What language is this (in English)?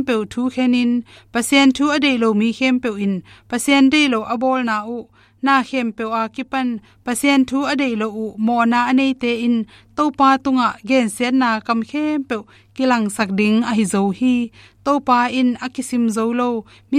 Tedim Chin